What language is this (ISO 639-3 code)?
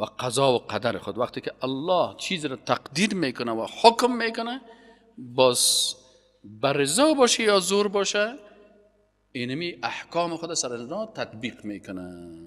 fas